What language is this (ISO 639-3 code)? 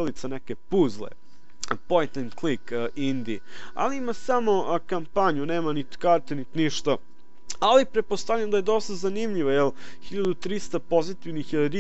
srp